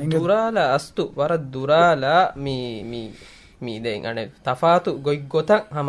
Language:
Divehi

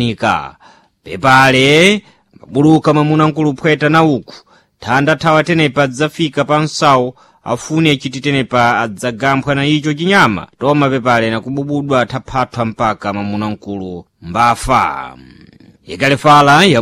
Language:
Sena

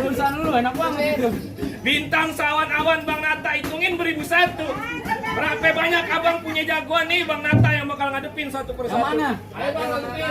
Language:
Betawi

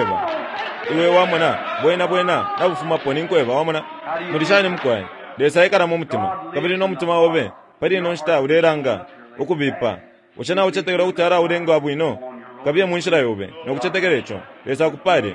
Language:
Bemba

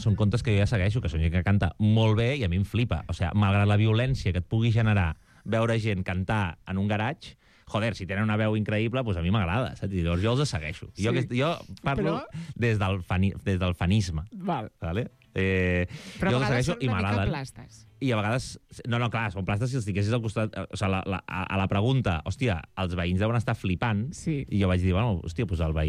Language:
Catalan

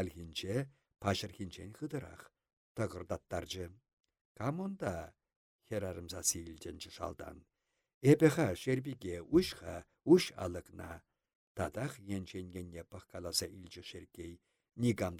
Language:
Chuvash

